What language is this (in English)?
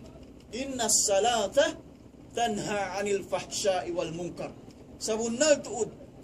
Tausug